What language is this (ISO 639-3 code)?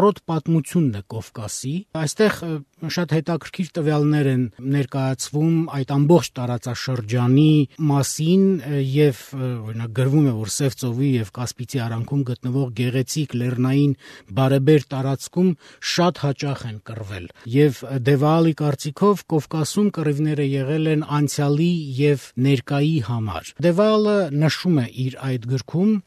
hye